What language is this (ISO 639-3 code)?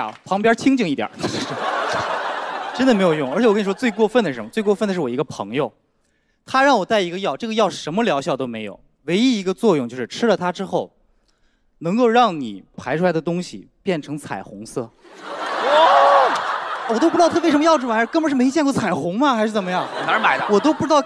zho